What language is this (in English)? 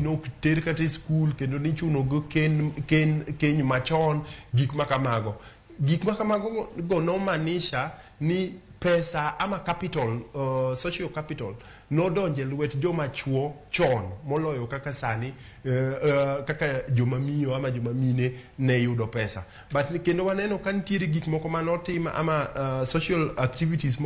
Luo (Kenya and Tanzania)